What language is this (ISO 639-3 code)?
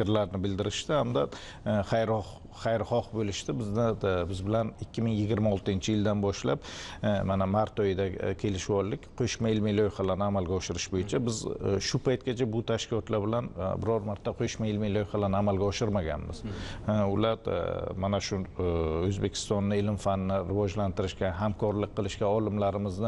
uzb